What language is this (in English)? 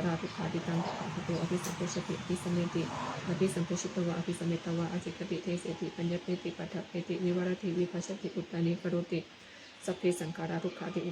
Pali